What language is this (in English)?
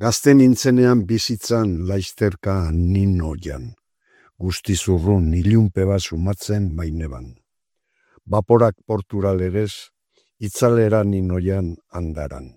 Basque